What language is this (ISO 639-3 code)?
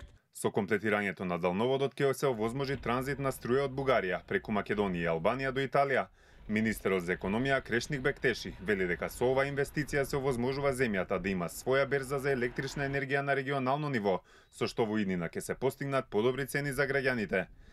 mkd